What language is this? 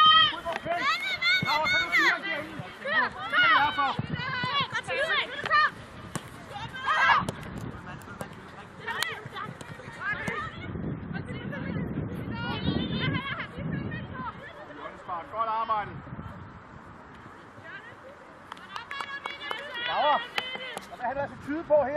Danish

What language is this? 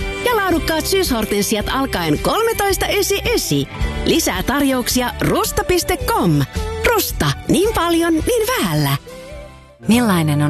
Finnish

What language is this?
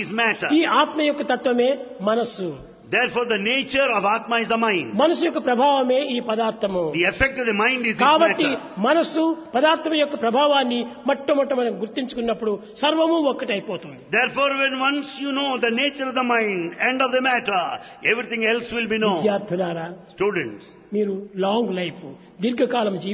Telugu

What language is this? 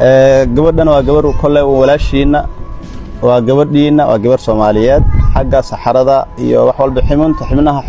Somali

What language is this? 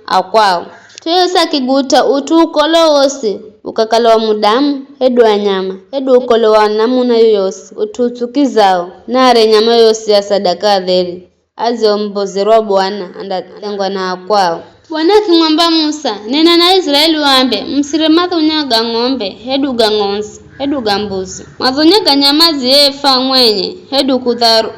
Giryama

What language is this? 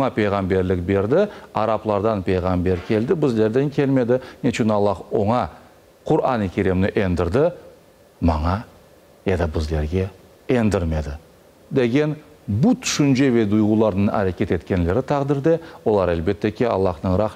Crimean Tatar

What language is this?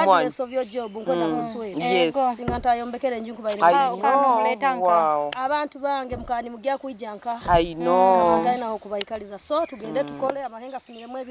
Nyoro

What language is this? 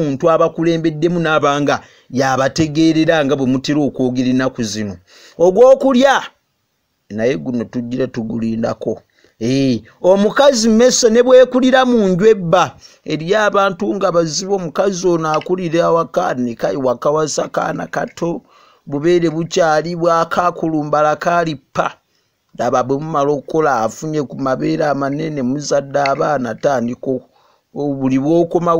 Ganda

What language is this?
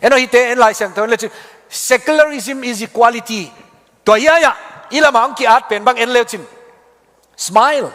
Tedim Chin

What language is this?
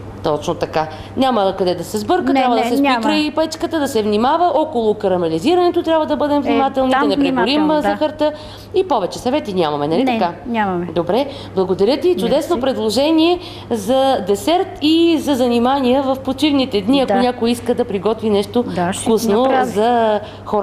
Bulgarian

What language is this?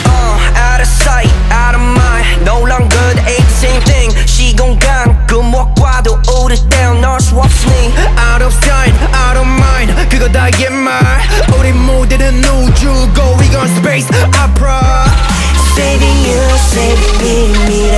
Korean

